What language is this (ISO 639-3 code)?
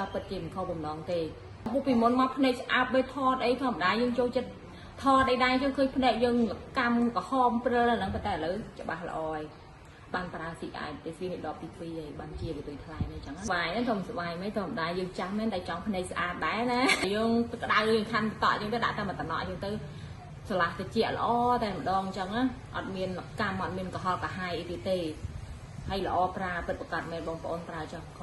khm